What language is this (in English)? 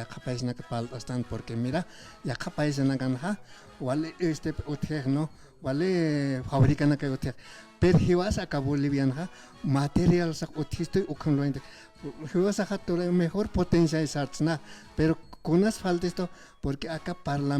Aymara